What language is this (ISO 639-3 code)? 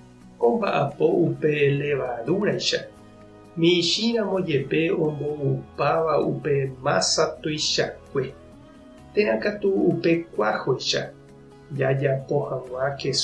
grn